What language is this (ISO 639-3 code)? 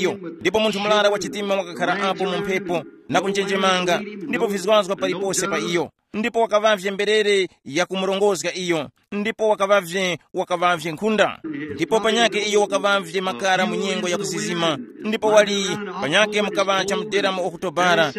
tum